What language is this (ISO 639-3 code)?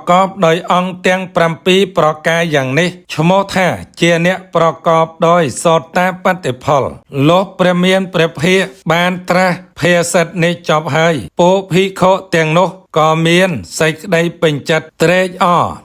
khm